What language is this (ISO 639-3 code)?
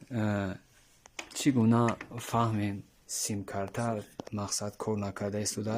tgk